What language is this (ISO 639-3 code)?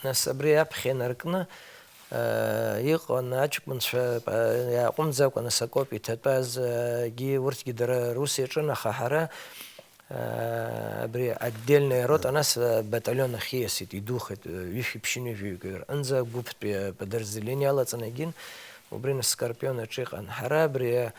abk